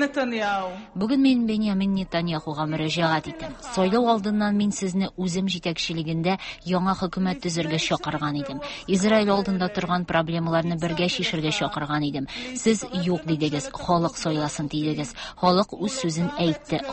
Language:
Tatar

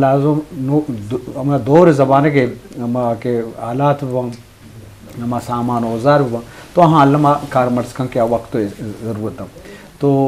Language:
Eastern Balochi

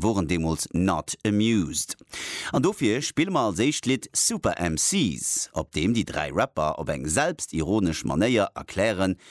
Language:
Luxembourgish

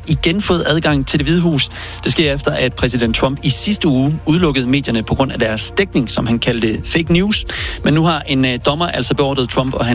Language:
Danish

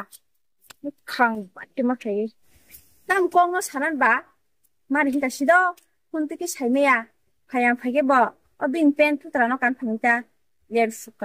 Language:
Kok Borok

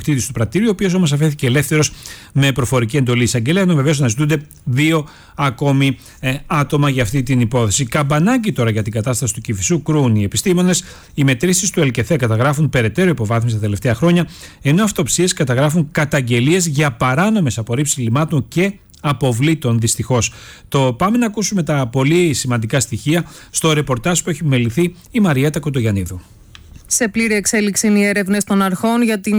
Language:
Greek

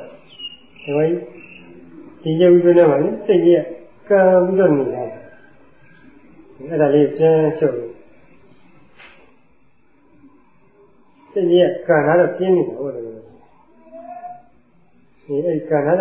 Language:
Burmese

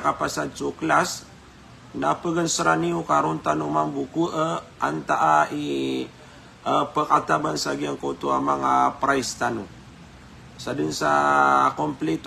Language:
Maranao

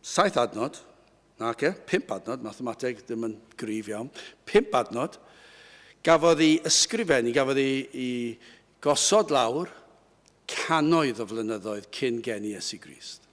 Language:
Welsh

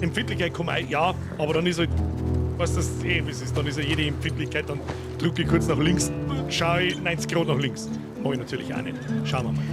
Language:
Bavarian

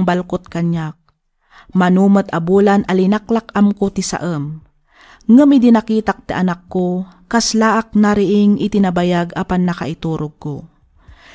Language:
Iloko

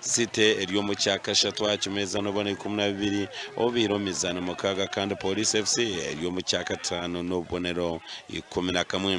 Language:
Nyankole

